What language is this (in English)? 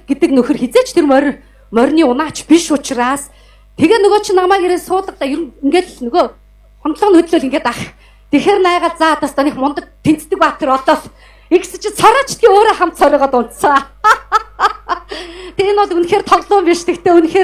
Mongolian